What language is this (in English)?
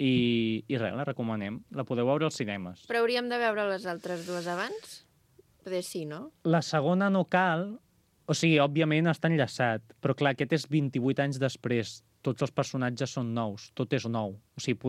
Catalan